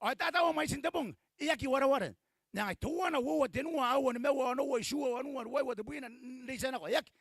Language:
Gilbertese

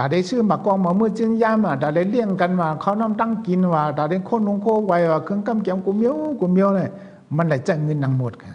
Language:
Shan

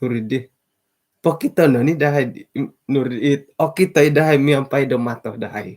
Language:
Central Dusun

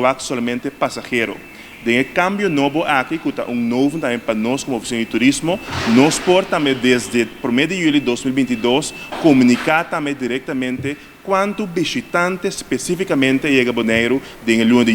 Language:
Papiamento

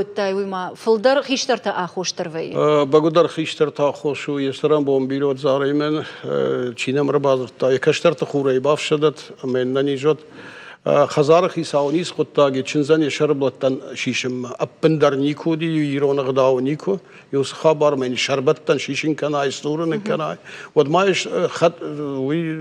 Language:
Ossetic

